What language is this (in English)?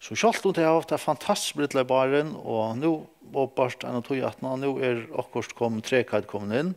Faroese